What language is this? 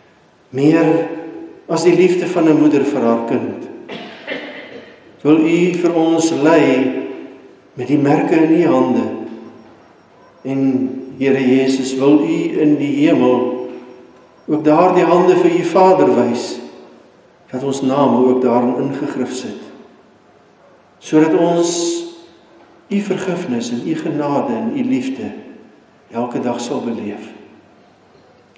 Afrikaans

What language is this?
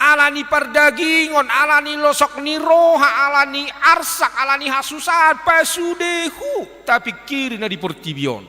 Batak Toba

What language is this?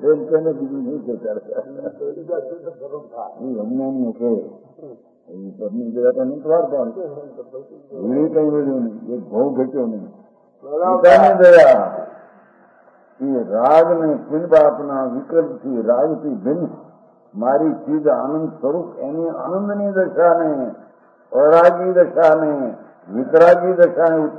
Gujarati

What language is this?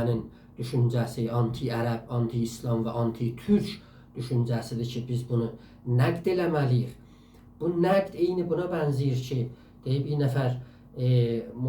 South Azerbaijani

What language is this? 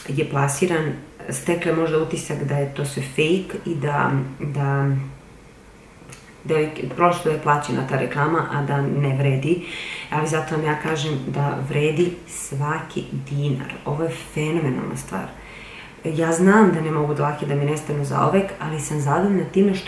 Serbian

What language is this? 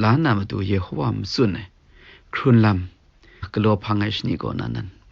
Kachin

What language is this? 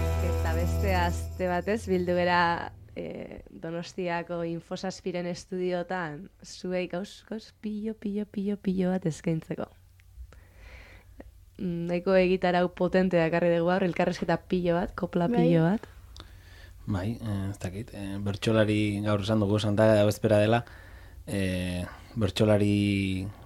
Basque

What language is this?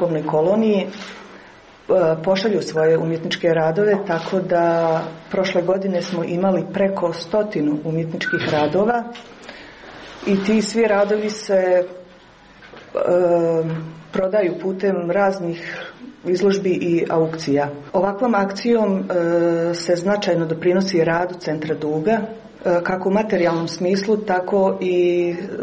Croatian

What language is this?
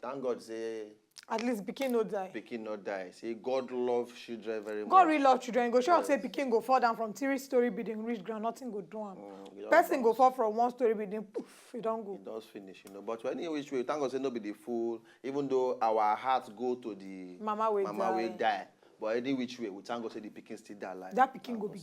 Nigerian Pidgin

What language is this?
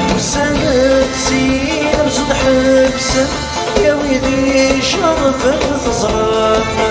Kabyle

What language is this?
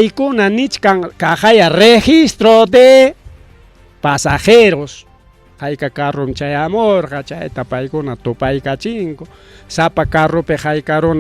Ayacucho Quechua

